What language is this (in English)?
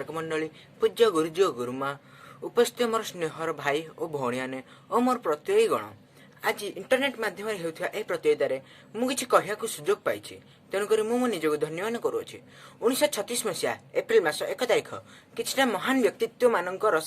Odia